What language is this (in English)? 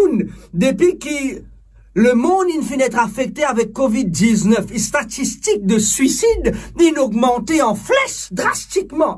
Morisyen